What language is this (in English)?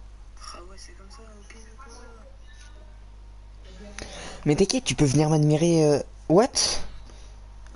French